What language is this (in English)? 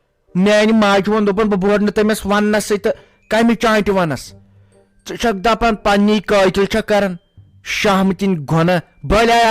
Kashmiri